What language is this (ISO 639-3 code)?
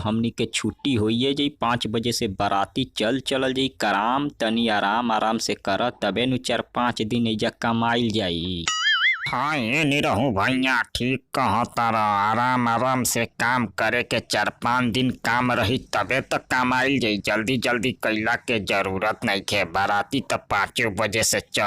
bho